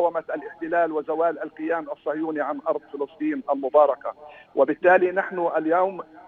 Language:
Arabic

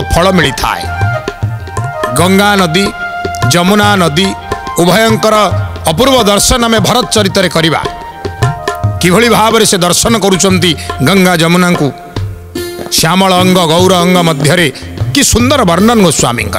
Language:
Odia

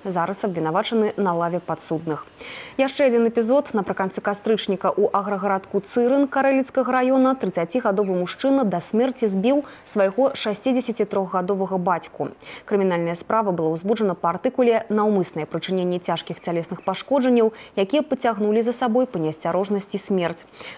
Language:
Belarusian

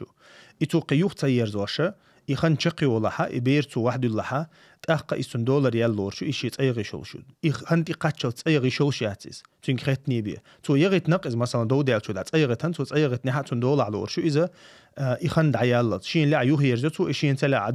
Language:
Chechen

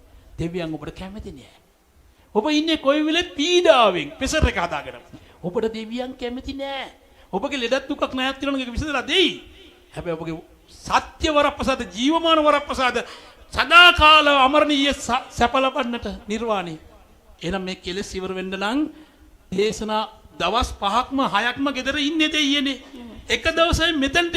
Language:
Sinhala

